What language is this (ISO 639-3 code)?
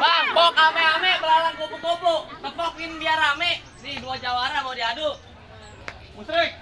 bew